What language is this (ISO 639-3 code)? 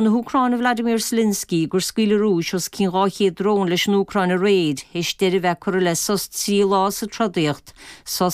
gle